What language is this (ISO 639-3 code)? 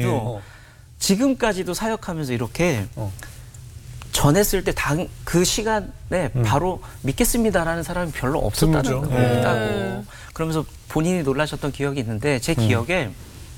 kor